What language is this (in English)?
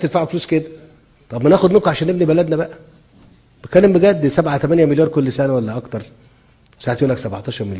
Egyptian Arabic